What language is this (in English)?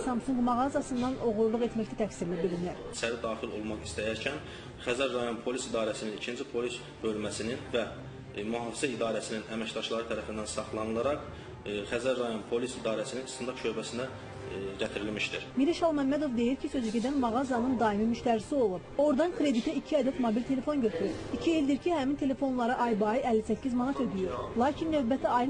Azerbaijani